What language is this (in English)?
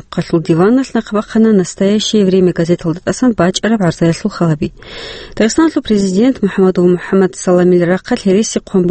Avaric